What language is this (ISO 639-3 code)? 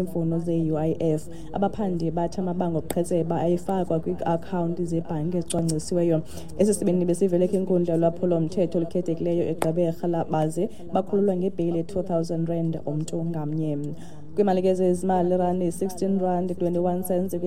xho